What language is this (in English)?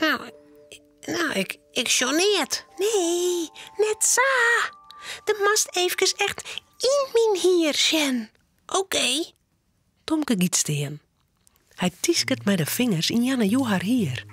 Western Frisian